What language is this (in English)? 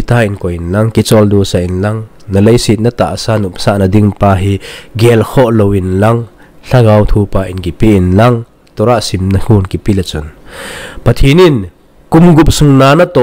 Thado Chin